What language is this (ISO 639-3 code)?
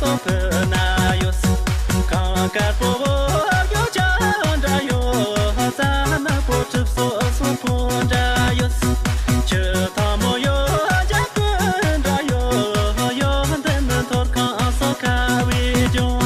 bod